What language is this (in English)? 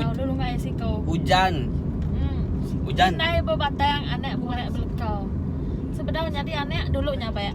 Iban